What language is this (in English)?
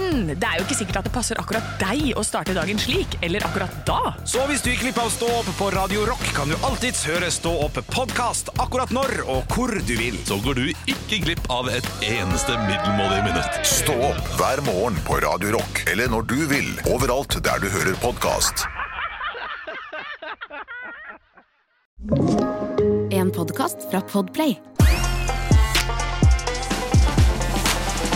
Norwegian